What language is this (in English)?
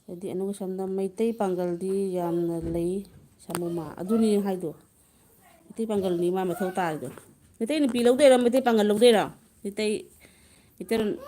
Manipuri